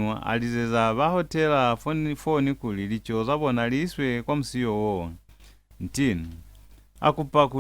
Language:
Lozi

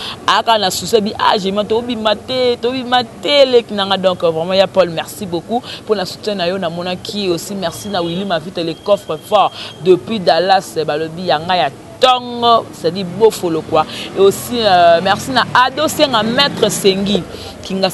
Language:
Lingala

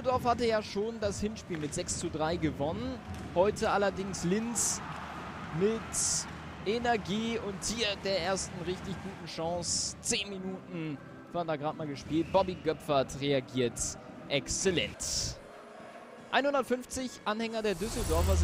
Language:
German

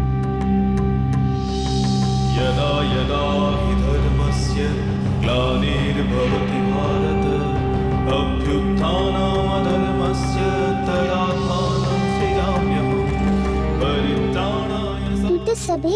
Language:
Bhojpuri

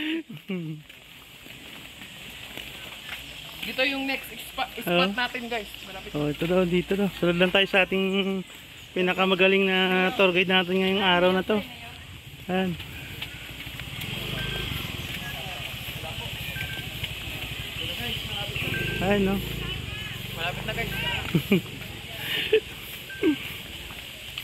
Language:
Filipino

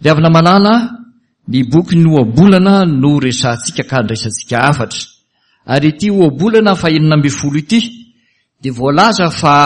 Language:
Malagasy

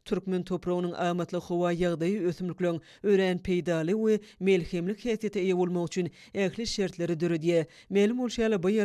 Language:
Turkmen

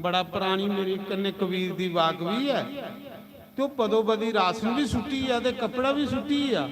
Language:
Dogri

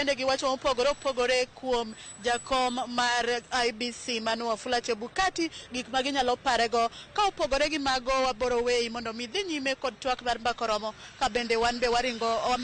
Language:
Luo (Kenya and Tanzania)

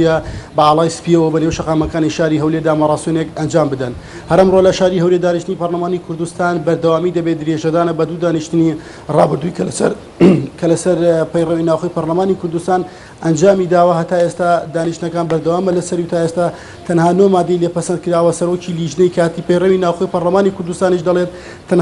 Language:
Central Kurdish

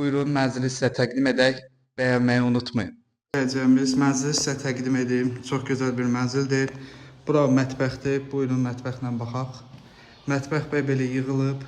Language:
Azerbaijani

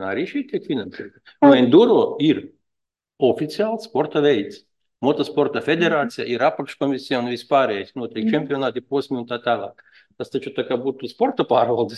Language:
Latvian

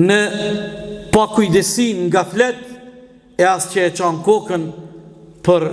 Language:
Albanian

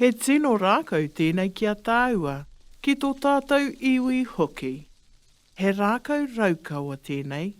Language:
Māori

